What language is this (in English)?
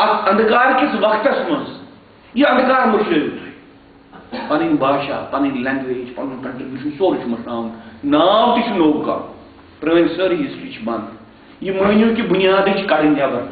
Kashmiri